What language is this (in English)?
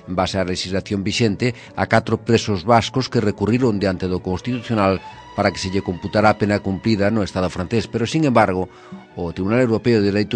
Galician